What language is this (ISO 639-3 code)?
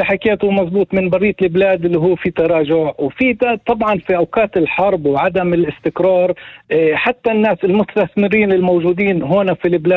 apc